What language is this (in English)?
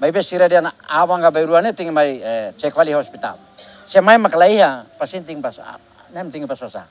Tetum